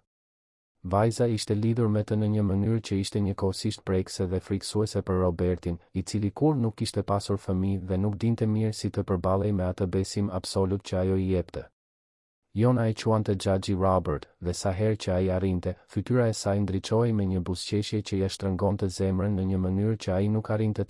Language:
Albanian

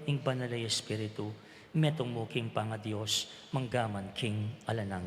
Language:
Pampanga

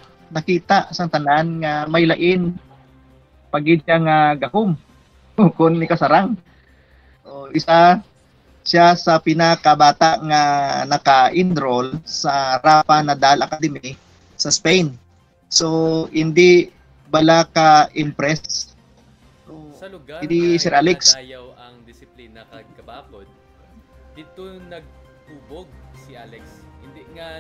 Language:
Hiligaynon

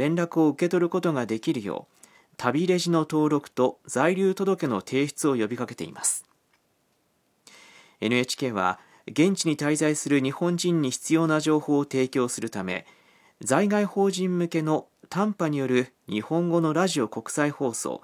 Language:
Japanese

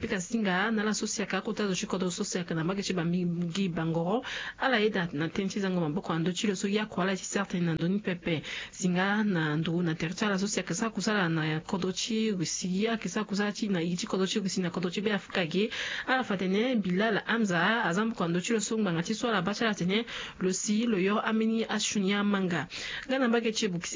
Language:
Sango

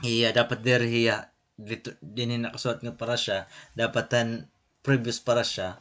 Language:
Waray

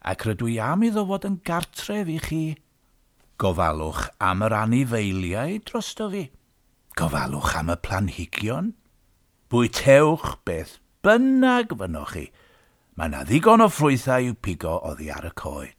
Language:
Welsh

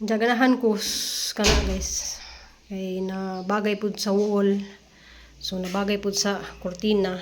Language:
Cebuano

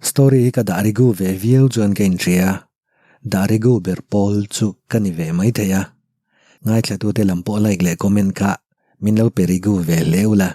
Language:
Mizo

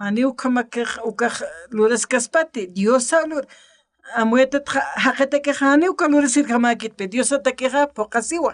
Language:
Aymara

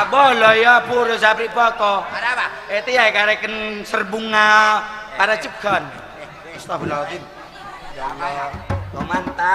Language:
Madurese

